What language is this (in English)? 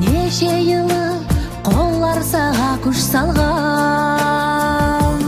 Nogai